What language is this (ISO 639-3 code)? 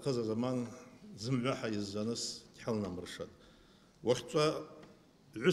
abk